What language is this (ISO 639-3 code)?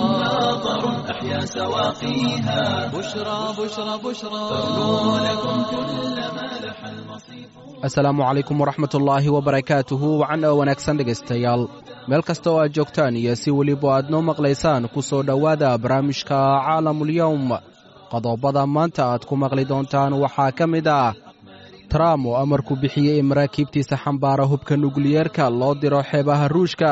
som